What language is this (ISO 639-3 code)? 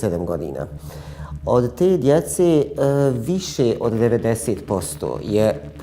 bos